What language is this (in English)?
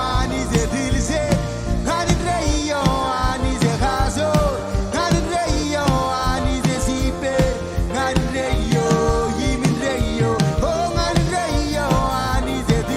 Marshallese